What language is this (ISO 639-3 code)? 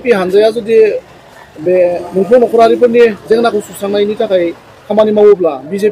brx